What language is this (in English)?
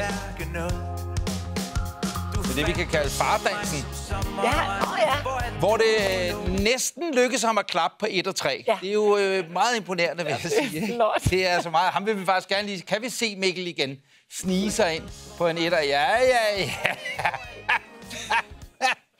Danish